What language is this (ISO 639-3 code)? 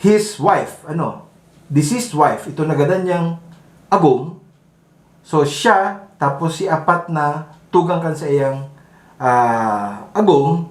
bik